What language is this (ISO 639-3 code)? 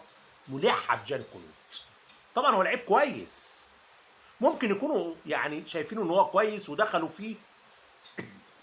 arz